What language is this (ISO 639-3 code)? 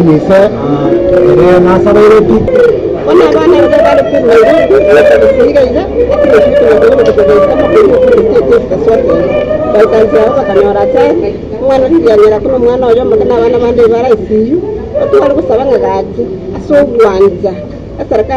guz